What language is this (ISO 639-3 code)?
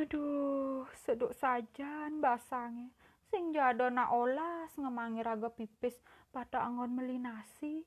ban